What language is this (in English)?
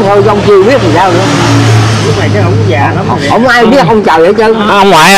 Vietnamese